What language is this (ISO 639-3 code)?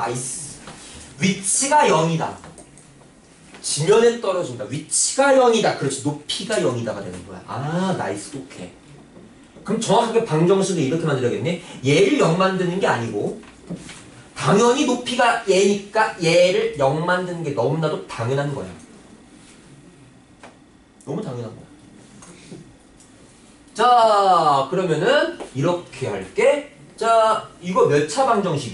kor